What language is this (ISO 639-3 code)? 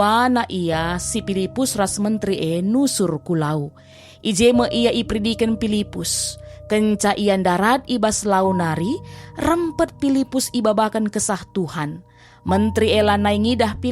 btx